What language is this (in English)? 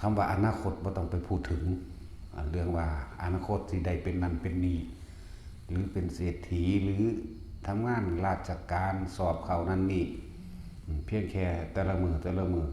Northeastern Thai